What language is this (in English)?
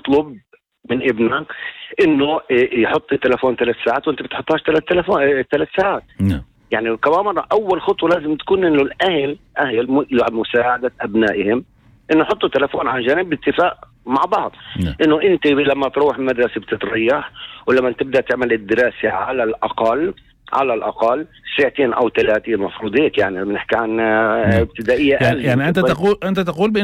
North Levantine Arabic